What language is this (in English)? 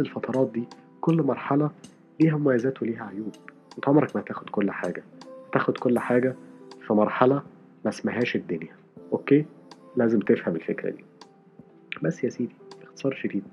Egyptian Arabic